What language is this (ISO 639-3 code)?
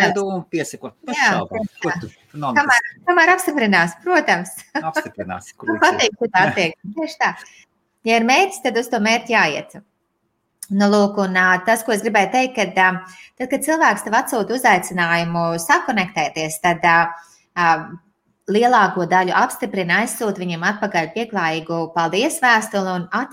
lav